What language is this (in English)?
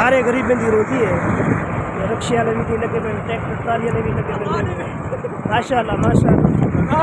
Saraiki